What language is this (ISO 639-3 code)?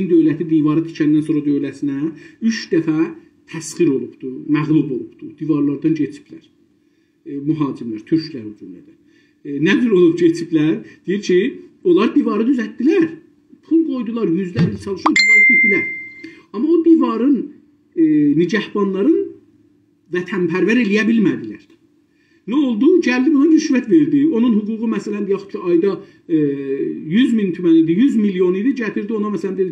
azb